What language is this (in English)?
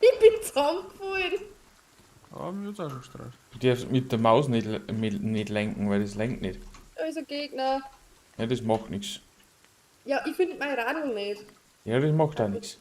Bavarian